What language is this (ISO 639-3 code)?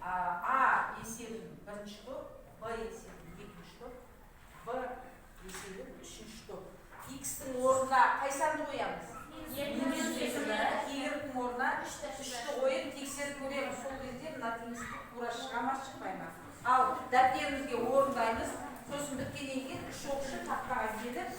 kaz